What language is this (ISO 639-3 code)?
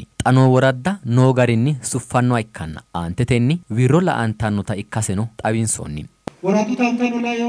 sid